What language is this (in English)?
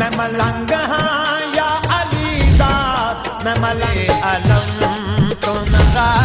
Saraiki